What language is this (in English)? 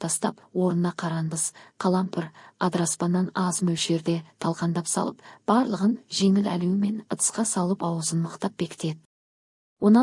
Kazakh